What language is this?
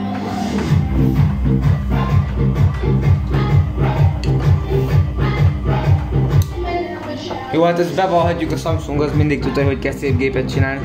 Hungarian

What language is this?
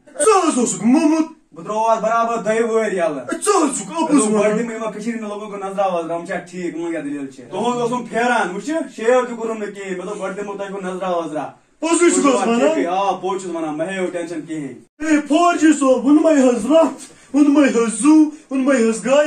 Kashmiri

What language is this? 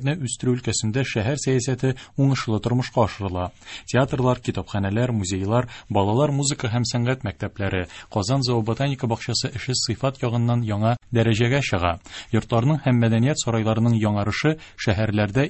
Tatar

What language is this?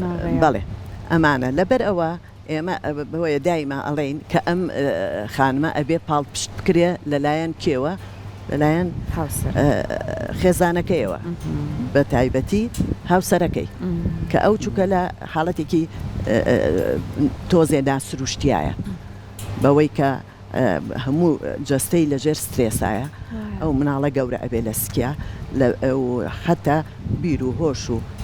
Central Kurdish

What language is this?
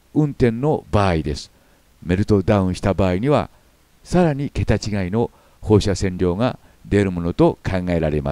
Japanese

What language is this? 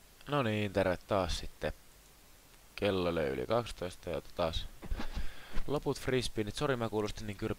Finnish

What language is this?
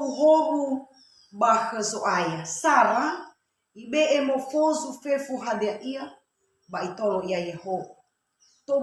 Nias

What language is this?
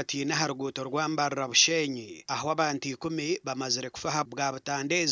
Nyankole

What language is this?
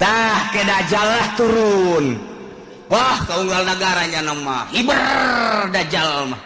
Sundanese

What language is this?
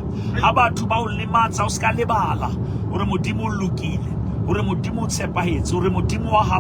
Southern Sotho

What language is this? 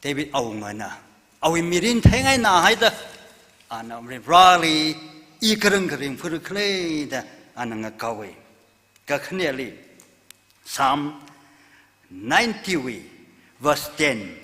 Tangkhul Naga (India)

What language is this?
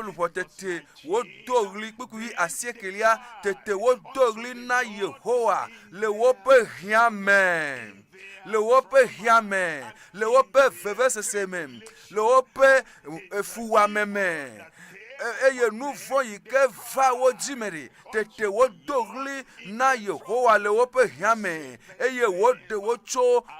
Ewe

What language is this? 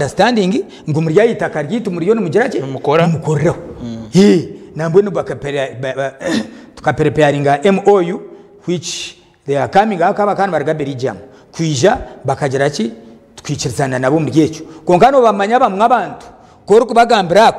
Nyankole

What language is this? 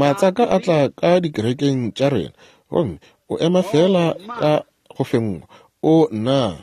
Northern Sotho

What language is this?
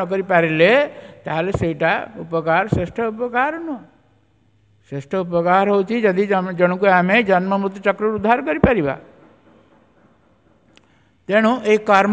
Odia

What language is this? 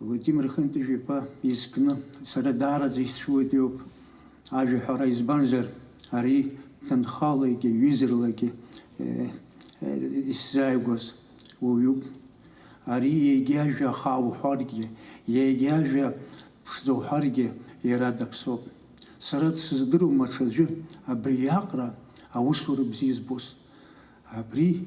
Abkhazian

